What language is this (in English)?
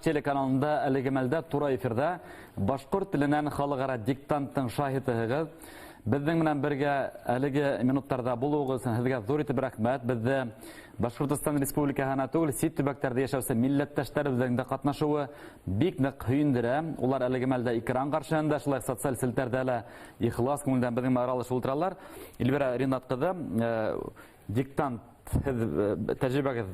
Bashkir